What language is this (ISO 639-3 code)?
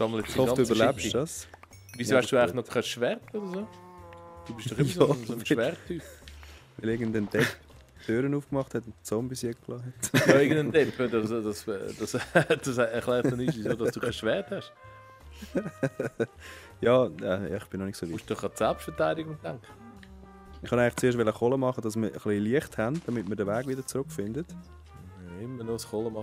gsw